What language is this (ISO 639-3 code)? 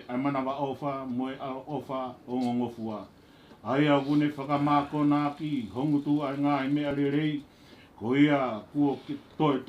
ton